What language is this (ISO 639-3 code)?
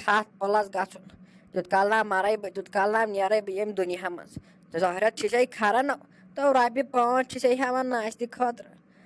kas